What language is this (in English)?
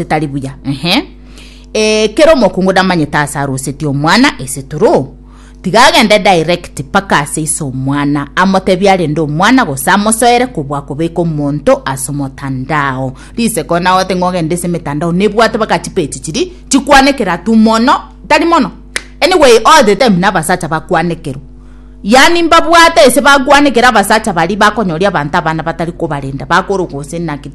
Gusii